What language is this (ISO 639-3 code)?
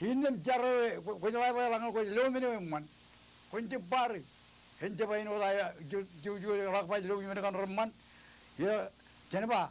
mah